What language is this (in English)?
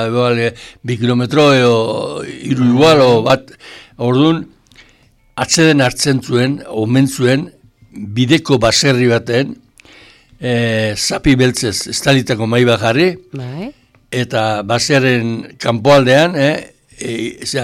Basque